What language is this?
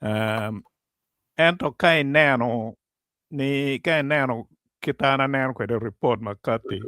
Acoli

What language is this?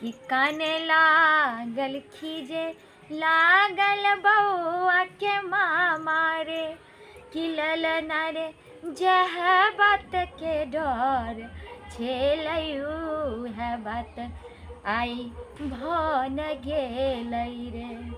Maithili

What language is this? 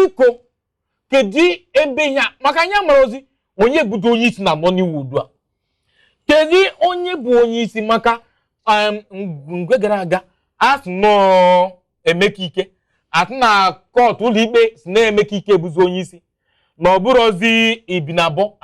Igbo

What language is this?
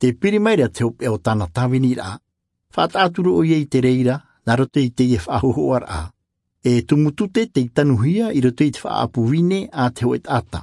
Tahitian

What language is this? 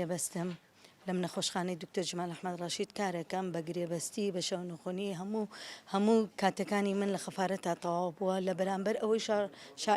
Central Kurdish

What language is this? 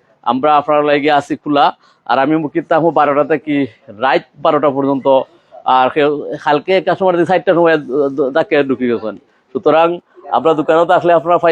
Sylheti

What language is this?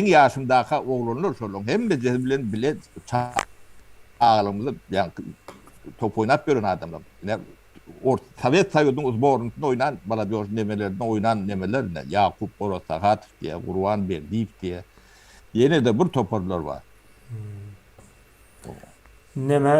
Turkmen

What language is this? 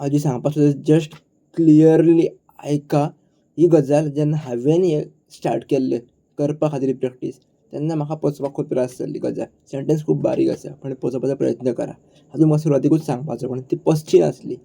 Konkani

